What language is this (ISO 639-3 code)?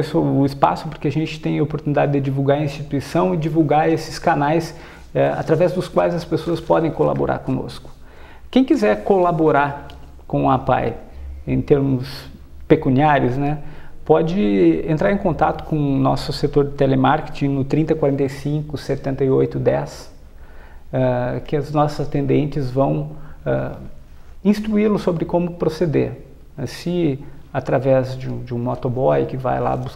por